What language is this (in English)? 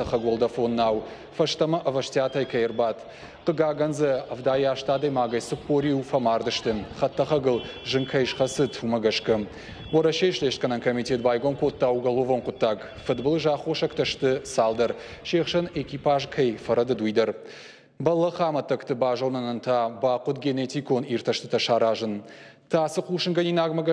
Ossetic